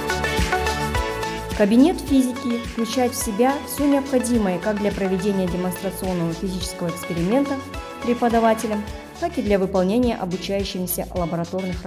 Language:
Russian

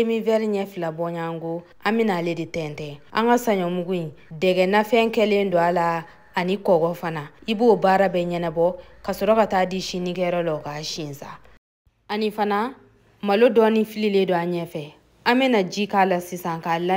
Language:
Bambara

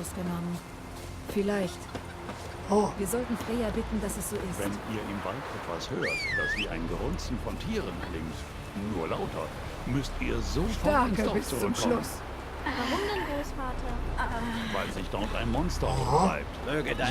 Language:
Swiss German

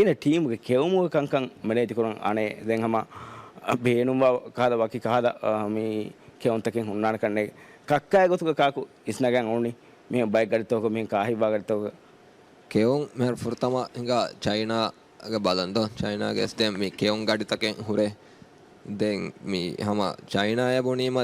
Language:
Divehi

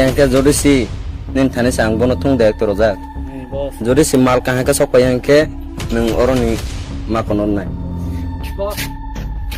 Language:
Kok Borok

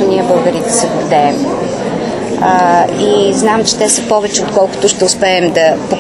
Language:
Bulgarian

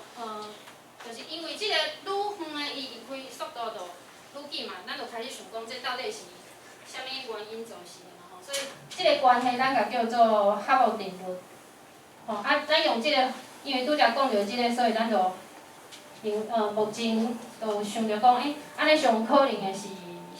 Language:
Min Nan Chinese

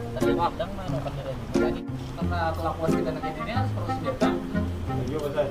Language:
Banjar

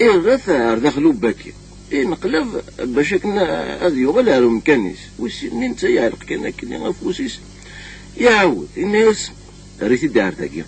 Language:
Kabyle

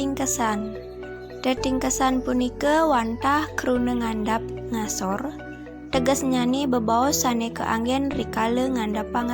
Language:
Balinese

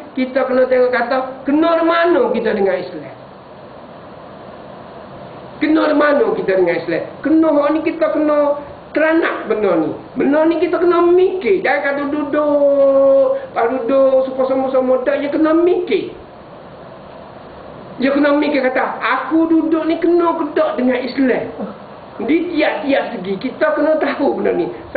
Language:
Malay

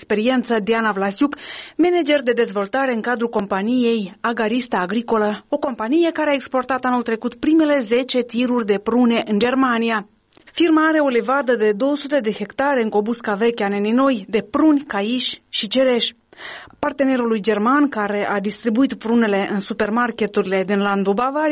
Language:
Romanian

